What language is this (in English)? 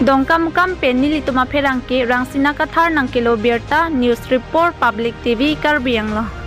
Karbi